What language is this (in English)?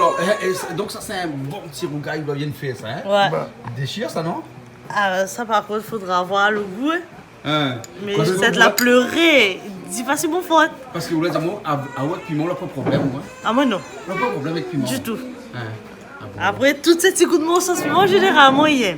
Réunion Creole French